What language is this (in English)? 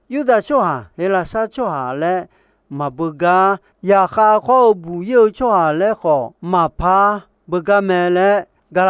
Akha